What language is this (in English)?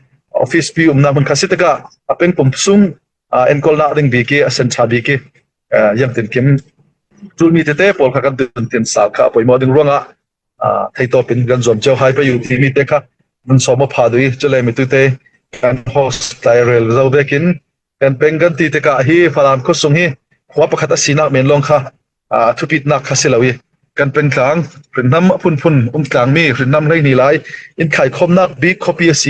Falam Chin